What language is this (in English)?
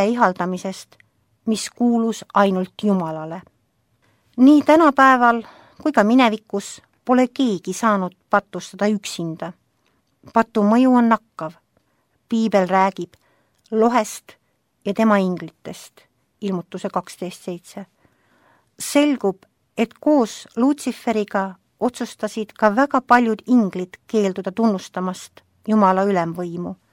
Estonian